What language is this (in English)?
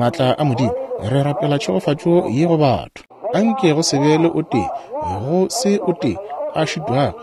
Northern Sotho